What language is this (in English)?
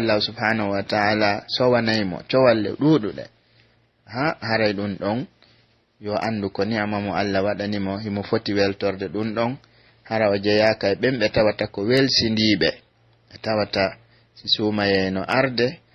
Pular